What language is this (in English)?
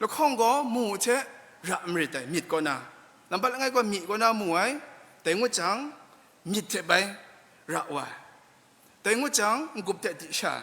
Kachin